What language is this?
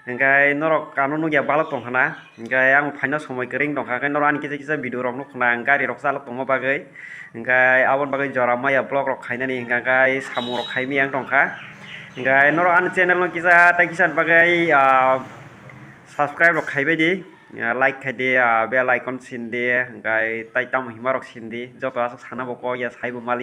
Kok Borok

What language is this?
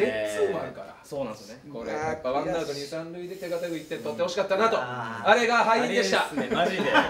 Japanese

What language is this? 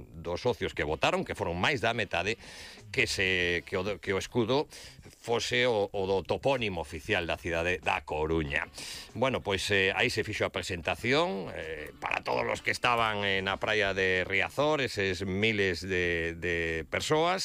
Galician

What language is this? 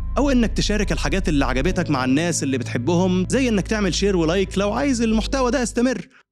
Egyptian Arabic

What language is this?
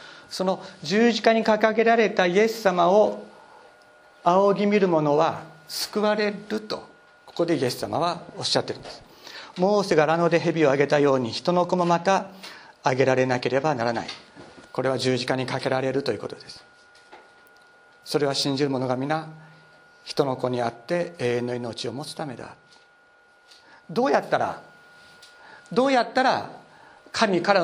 Japanese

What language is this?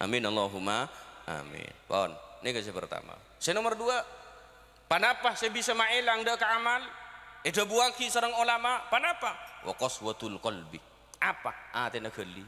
Madurese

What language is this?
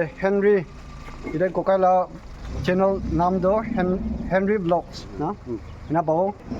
Naga Pidgin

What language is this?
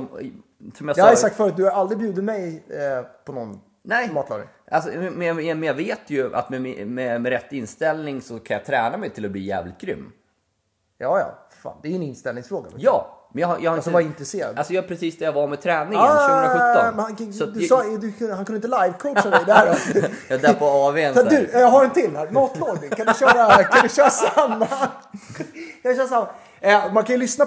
Swedish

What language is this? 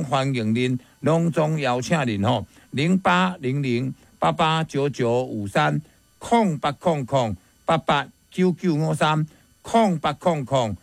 Min Nan Chinese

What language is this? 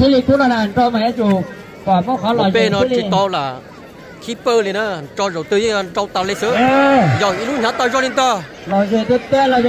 Hmong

